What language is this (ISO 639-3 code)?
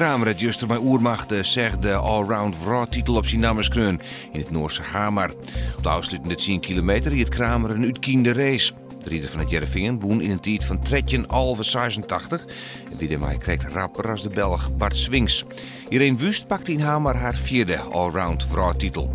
fry